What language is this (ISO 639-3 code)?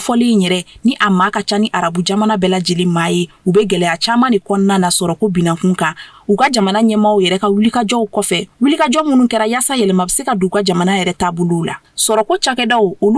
bam